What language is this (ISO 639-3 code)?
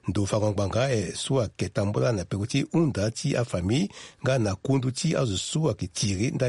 sag